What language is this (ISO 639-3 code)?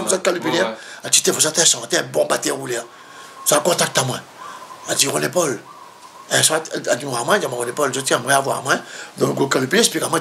rcf